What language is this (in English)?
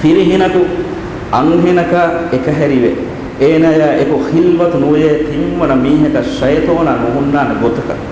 Divehi